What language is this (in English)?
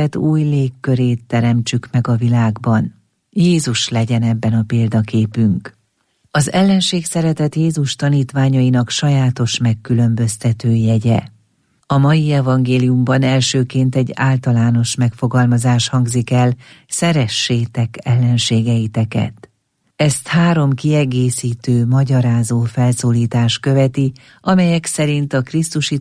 Hungarian